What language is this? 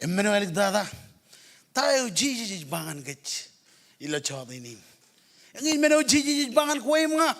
Marshallese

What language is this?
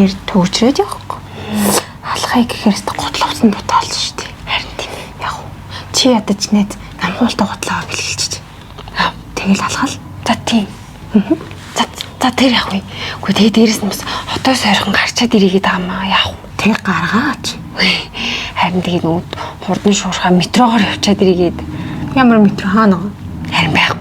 Mongolian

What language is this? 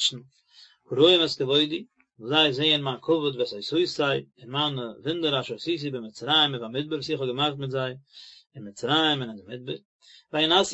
Yiddish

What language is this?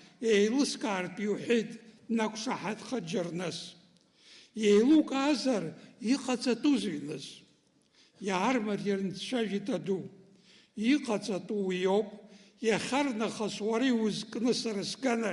Abkhazian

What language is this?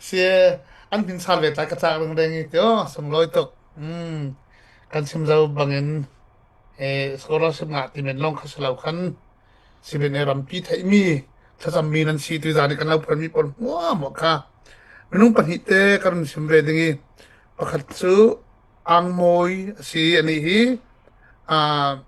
Falam Chin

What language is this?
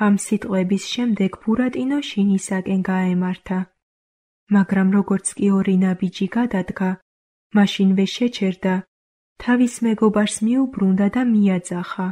Georgian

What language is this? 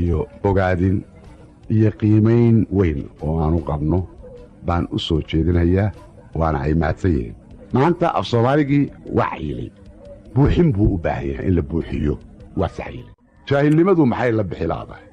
Somali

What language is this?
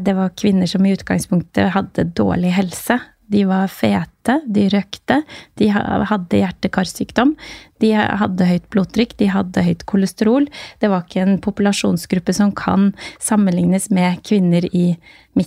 Norwegian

